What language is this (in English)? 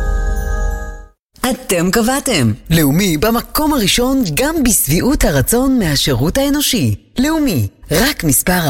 Hebrew